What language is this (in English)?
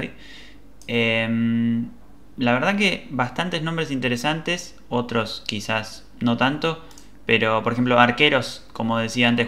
Spanish